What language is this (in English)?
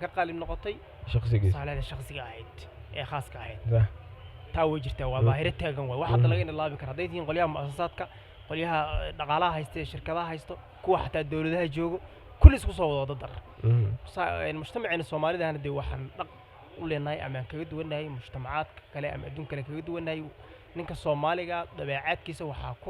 Somali